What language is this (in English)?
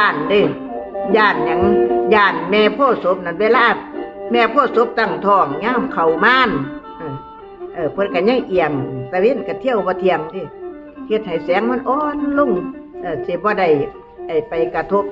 Northeastern Thai